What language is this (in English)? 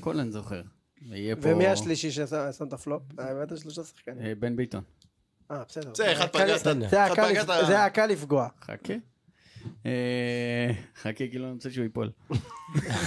Hebrew